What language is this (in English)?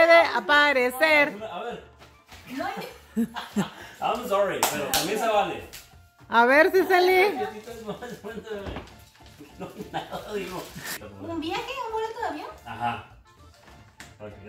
Spanish